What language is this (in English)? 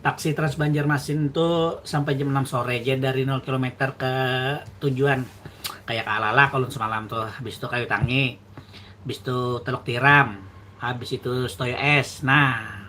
Banjar